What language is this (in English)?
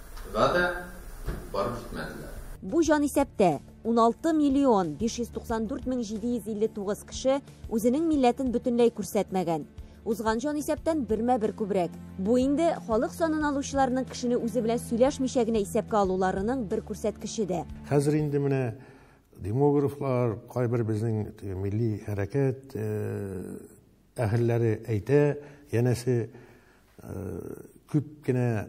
Tatar